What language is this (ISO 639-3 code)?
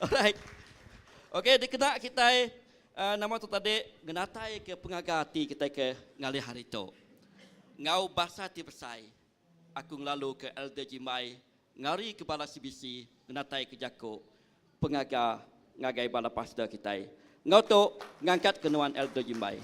iba